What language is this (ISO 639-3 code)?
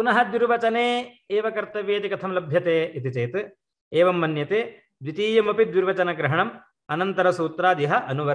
san